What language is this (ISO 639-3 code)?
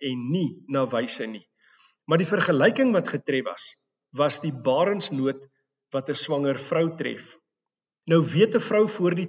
afr